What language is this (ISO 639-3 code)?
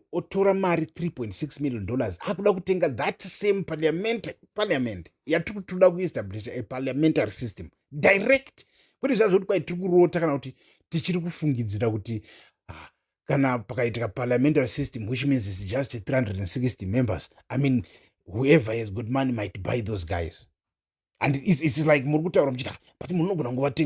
sna